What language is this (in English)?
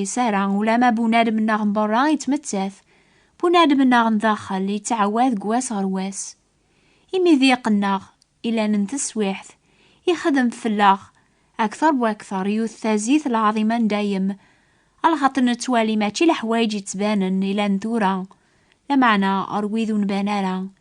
Kabyle